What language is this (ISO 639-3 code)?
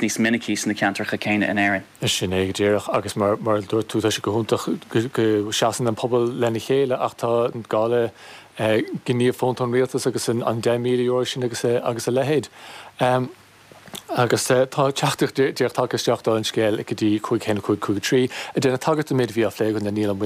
gle